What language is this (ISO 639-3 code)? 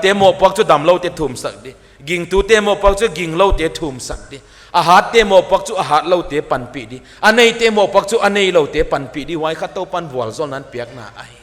pck